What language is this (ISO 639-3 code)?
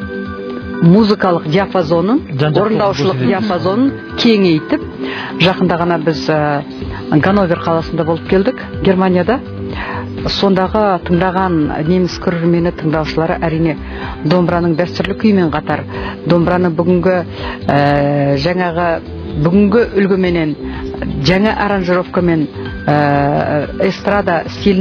kaz